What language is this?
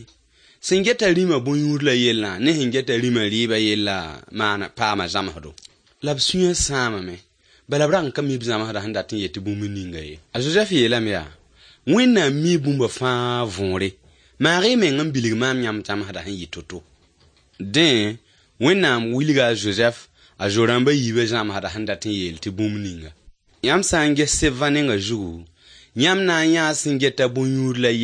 Mossi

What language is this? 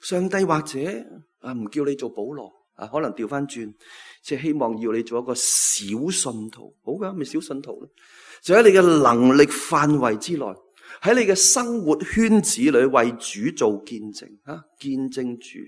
Cantonese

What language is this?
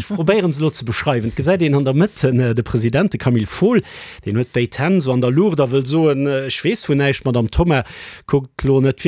Luxembourgish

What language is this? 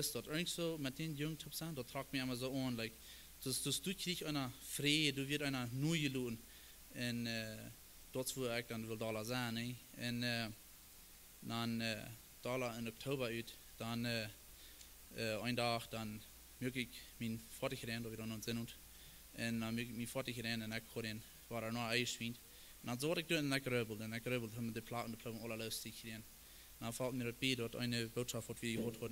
Plautdietsch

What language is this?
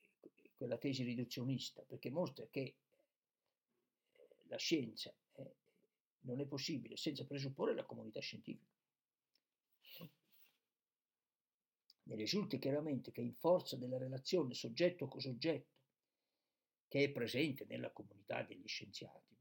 Italian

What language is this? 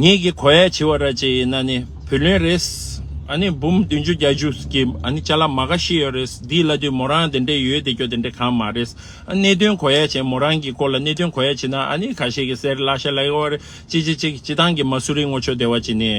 Tibetan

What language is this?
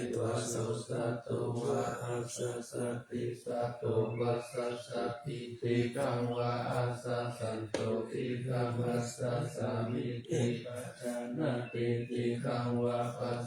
Pali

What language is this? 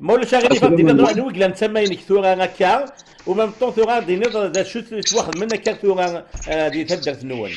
Kabyle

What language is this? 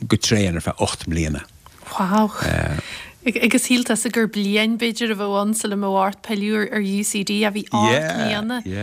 Irish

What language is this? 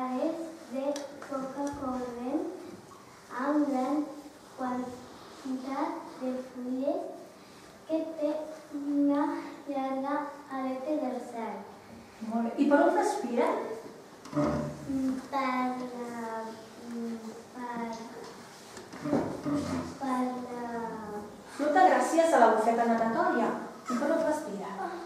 Catalan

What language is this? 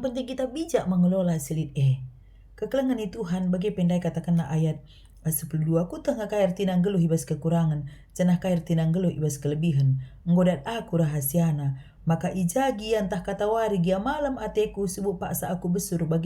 Batak Karo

